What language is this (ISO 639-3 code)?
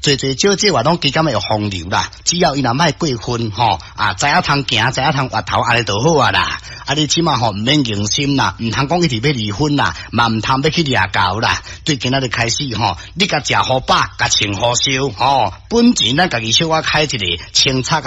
nan